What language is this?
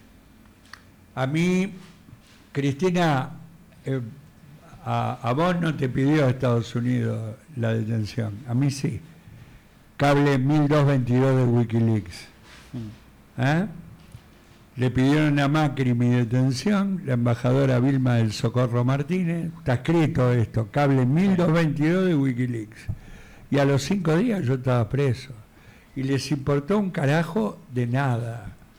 Spanish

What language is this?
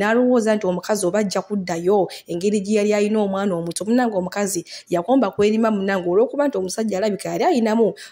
Ganda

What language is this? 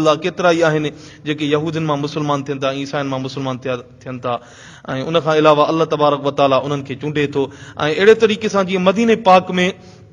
Sindhi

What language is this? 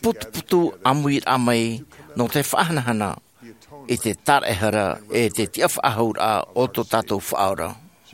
Tahitian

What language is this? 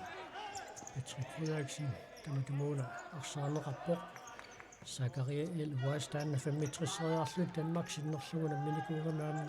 Kalaallisut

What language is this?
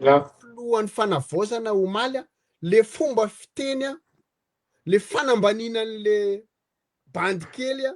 Malagasy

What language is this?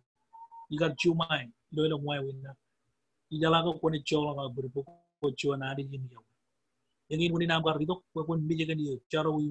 Marshallese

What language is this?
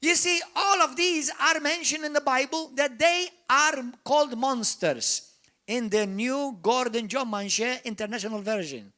English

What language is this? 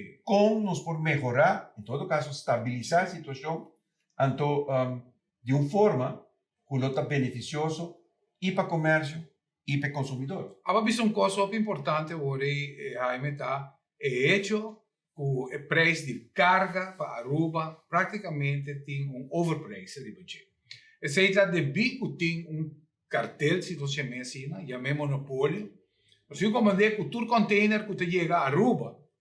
Papiamento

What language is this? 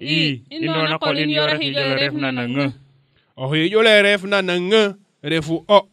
Serer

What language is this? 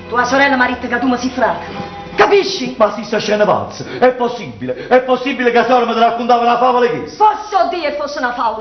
Neapolitan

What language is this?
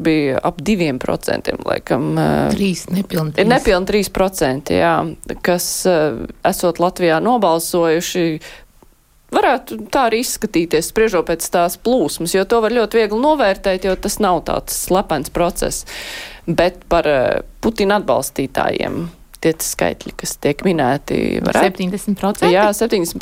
Latvian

